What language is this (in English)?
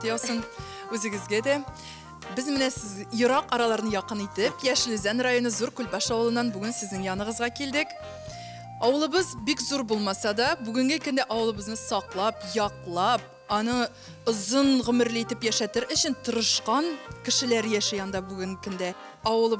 Tatar